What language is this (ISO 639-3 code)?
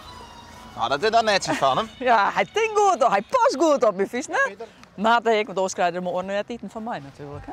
fry